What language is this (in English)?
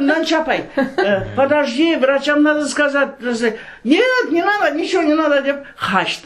Crimean Tatar